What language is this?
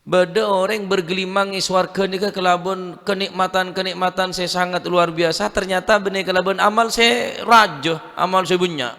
Madurese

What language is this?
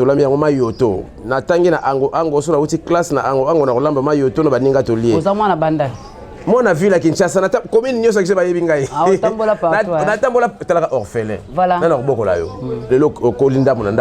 Lingala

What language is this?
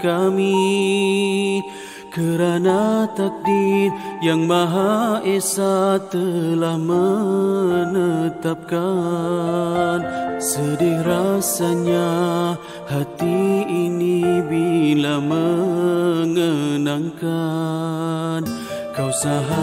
Malay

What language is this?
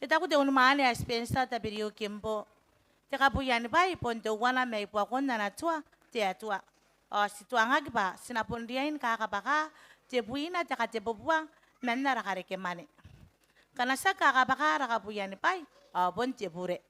Gilbertese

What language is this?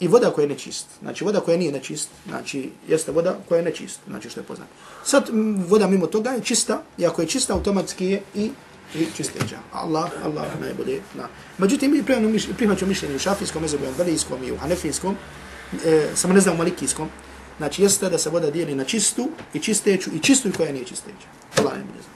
Bosnian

